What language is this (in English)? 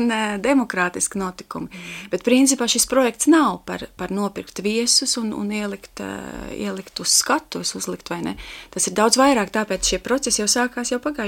Latvian